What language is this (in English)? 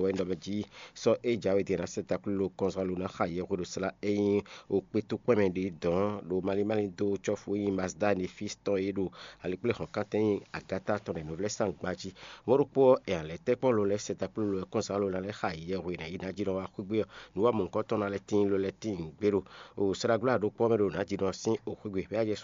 Fon